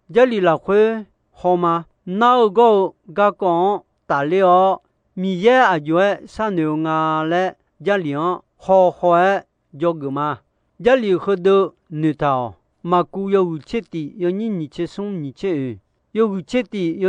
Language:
Akha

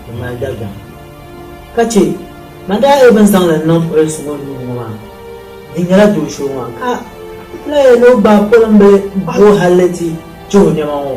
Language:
Dagbani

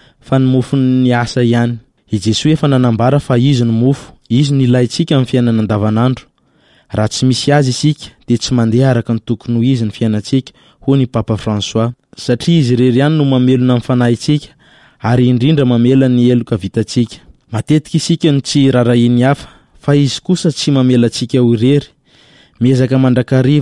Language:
Malagasy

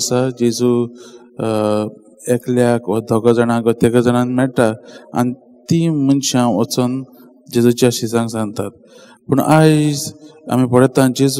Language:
Konkani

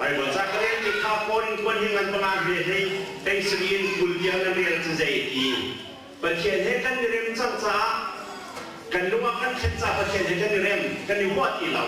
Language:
Hakha Chin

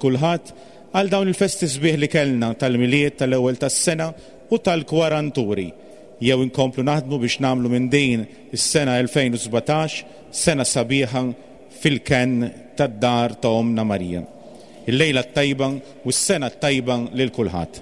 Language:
Maltese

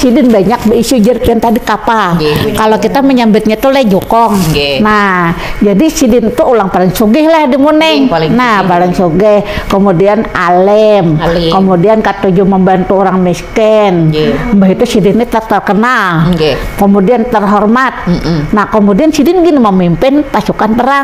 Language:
Banjar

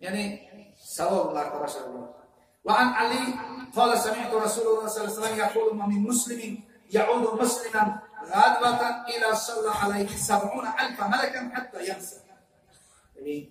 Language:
Tajik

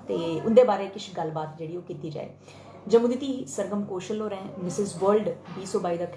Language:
Dogri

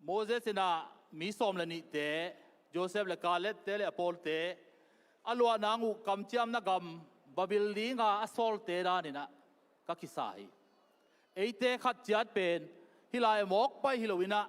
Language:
Tedim Chin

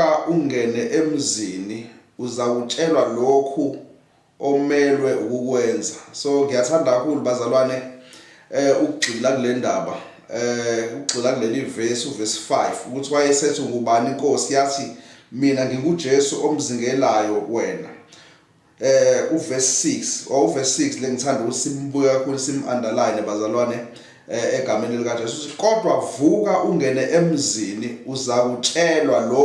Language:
Zulu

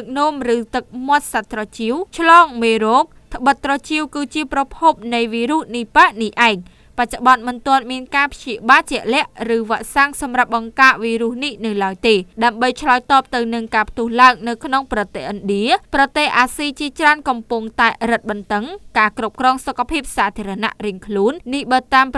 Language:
Khmer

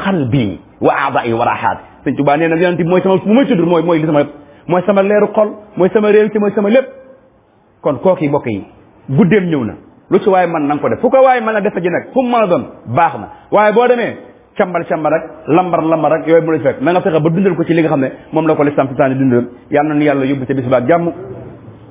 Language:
Wolof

